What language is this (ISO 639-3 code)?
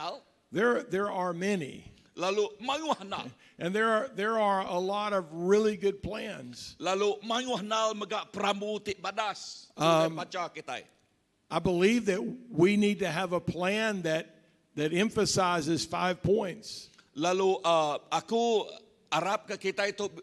iba